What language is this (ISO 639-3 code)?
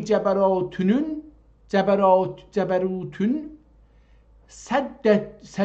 azb